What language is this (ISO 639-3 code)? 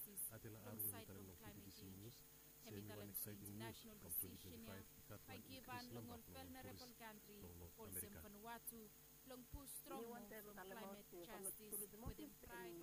bis